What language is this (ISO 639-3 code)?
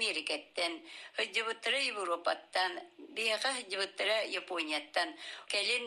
sah